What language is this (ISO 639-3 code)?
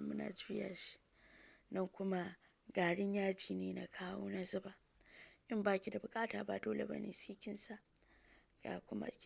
hau